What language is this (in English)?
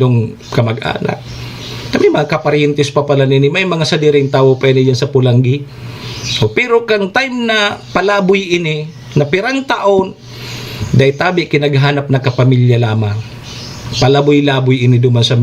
Bikol